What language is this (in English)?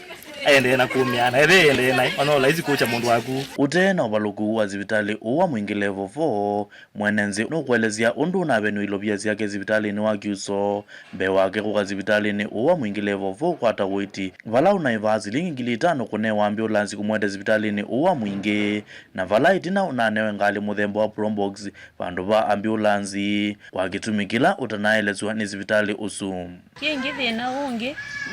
Kamba